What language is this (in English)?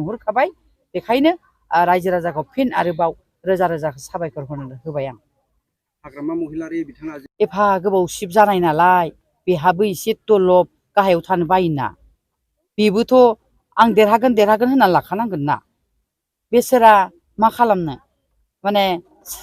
Bodo